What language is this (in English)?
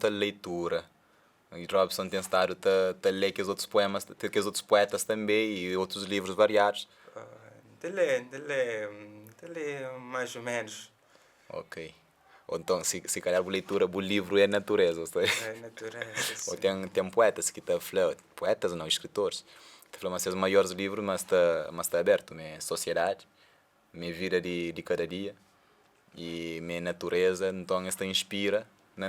Kabuverdianu